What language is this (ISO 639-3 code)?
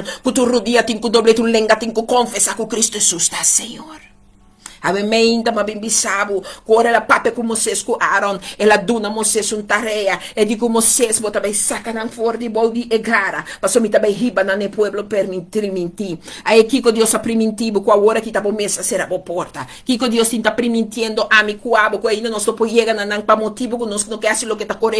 pap